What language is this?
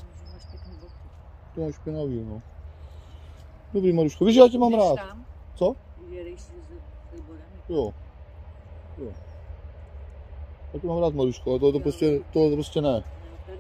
Czech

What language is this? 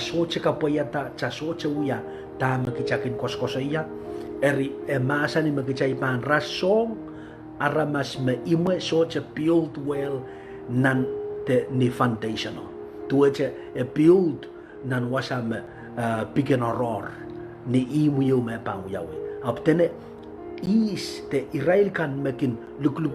Pohnpeian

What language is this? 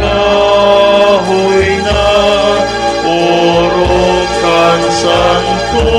Bikol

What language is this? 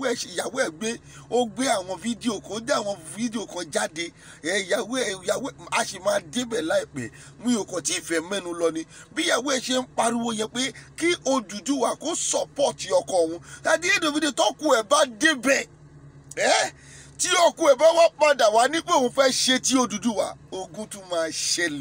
Yoruba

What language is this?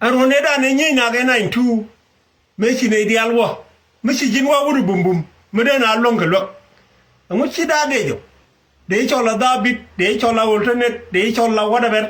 Nuer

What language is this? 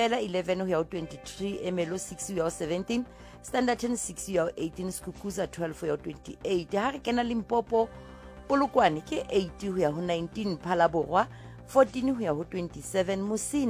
Southern Sotho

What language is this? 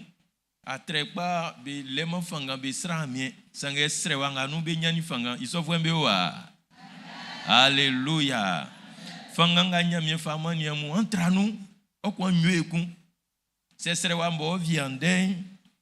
Baoulé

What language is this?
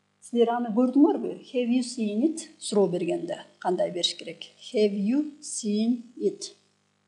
Kyrgyz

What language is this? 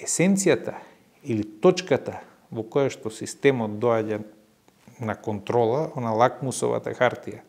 Macedonian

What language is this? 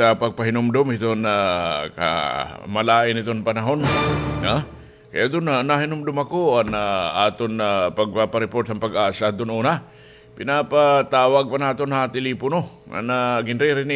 Waray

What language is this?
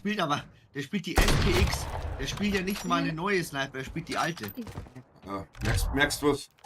Bavarian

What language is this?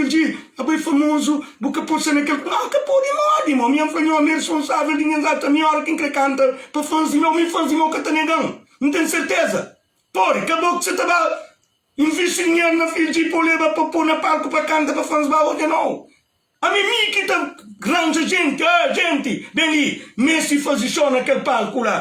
Kabuverdianu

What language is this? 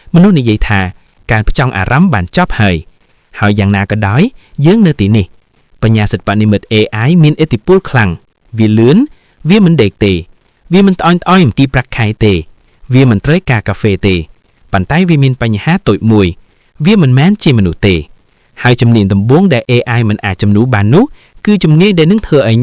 Khmer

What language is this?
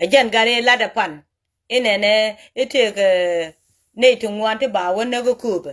Nuer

